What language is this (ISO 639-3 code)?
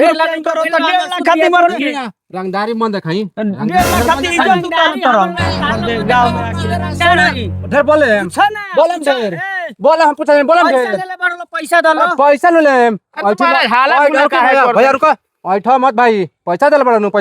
bho